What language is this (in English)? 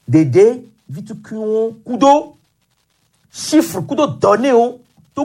Gen